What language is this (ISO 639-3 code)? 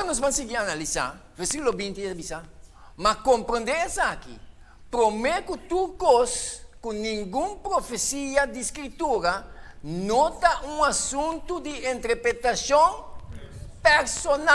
pap